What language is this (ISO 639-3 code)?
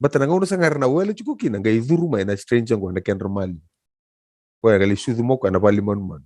fij